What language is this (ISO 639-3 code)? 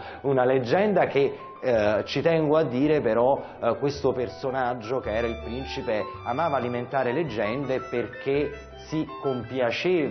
ita